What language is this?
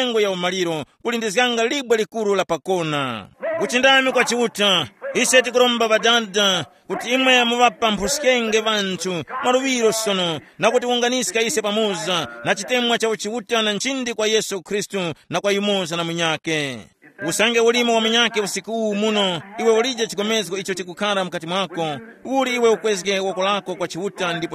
Tumbuka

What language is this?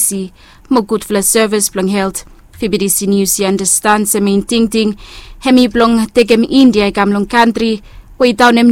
Bislama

